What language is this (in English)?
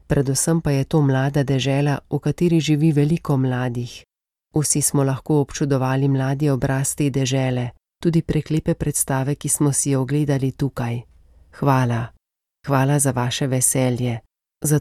Slovenian